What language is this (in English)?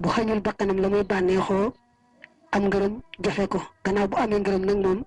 Wolof